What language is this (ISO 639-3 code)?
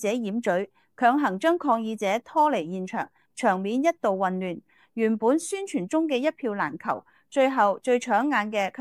yue